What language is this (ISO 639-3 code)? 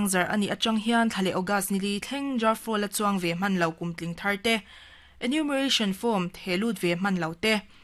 lus